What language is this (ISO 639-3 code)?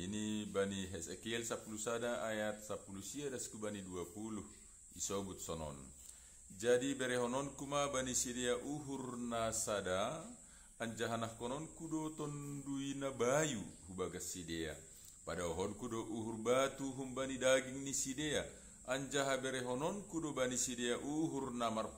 bts